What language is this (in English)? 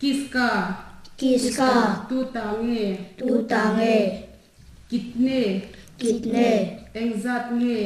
Mizo